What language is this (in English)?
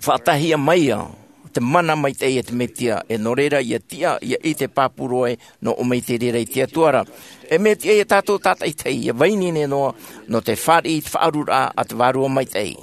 Tahitian